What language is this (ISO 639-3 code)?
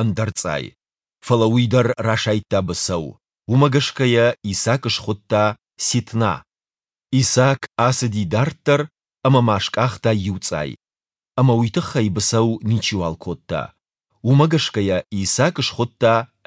oss